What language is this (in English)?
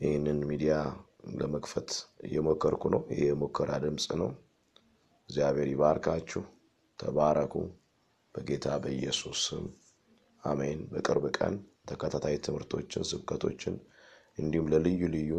Amharic